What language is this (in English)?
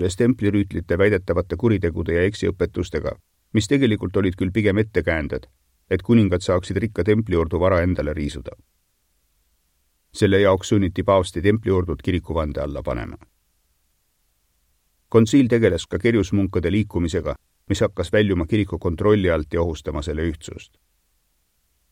Estonian